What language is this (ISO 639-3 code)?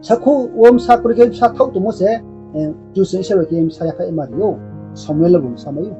ria